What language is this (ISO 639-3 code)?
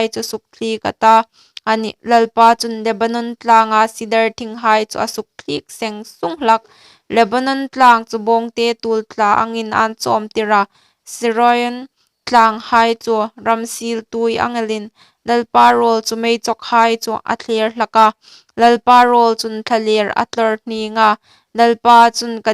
hmr